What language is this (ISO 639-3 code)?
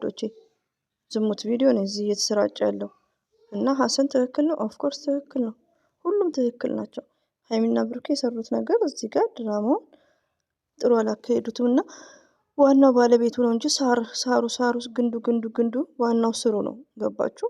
amh